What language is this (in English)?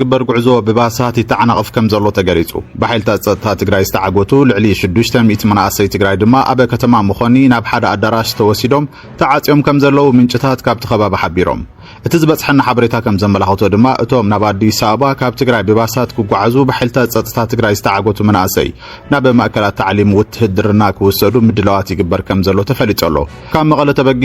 Tigrinya